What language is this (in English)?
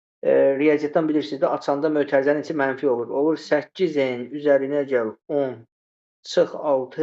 Azerbaijani